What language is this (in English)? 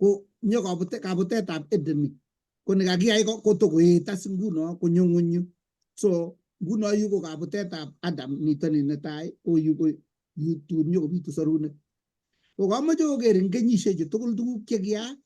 Kalenjin